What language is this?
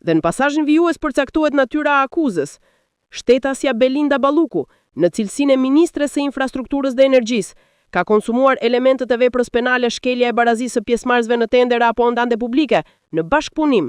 Albanian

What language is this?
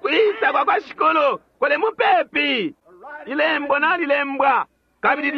Bemba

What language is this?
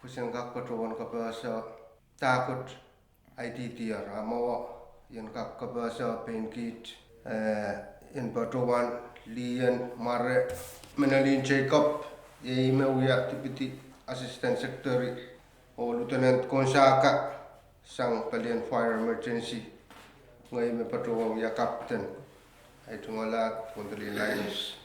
Pohnpeian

